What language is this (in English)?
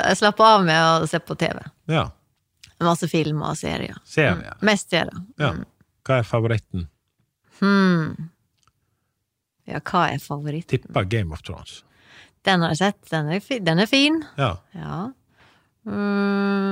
Norwegian